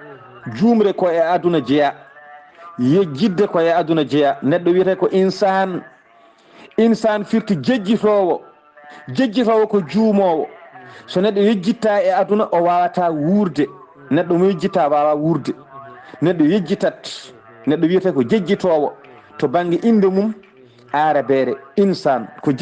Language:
Fula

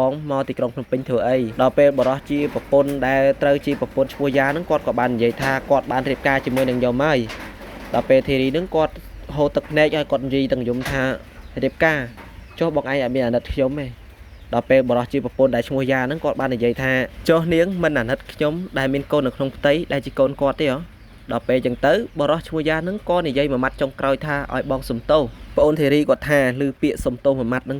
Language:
Khmer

